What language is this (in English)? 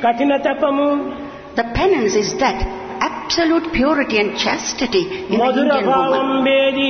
Telugu